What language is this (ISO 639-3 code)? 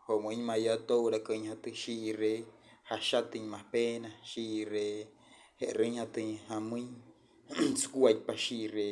guc